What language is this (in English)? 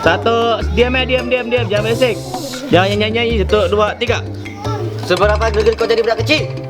Musi